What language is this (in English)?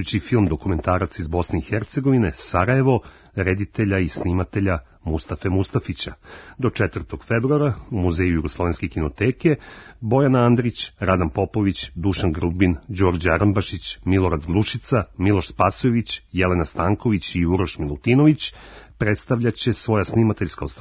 Serbian